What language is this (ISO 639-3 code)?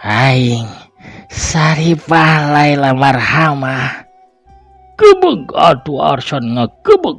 sun